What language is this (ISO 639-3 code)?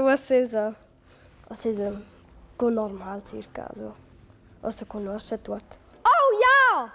roh